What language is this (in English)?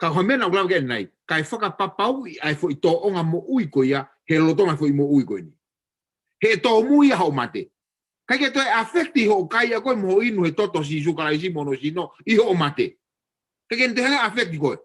Tongan